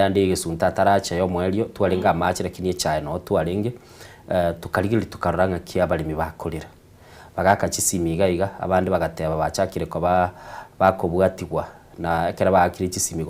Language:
Gusii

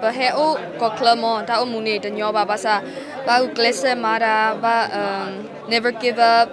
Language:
S'gaw Karen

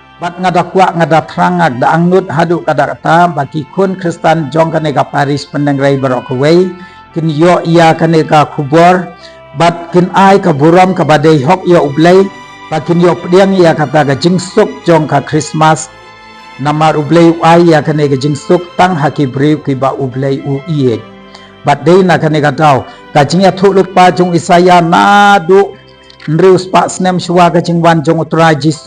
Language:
Khasi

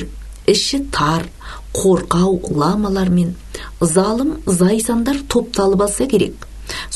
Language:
Kazakh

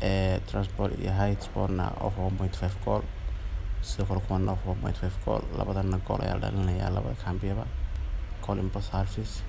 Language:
Somali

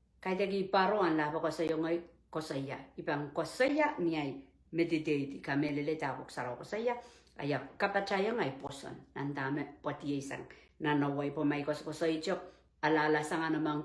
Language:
Pohnpeian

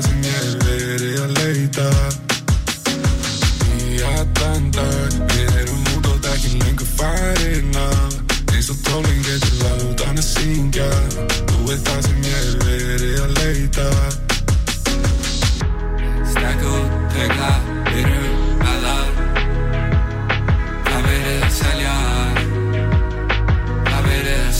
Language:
Icelandic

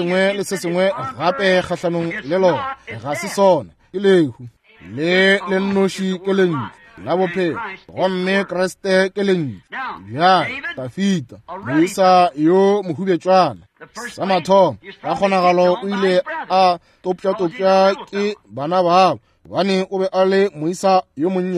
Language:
Northern Sotho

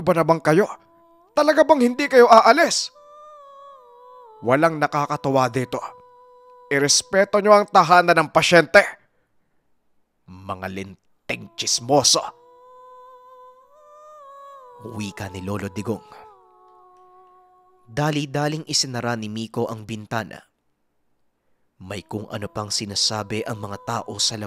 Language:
Filipino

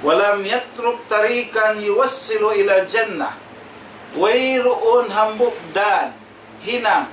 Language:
Tausug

